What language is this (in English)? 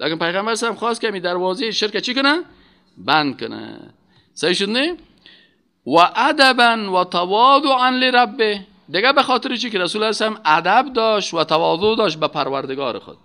Persian